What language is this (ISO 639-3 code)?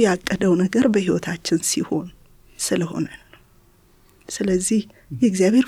amh